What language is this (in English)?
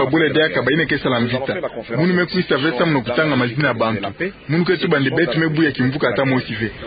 Kituba (Democratic Republic of Congo)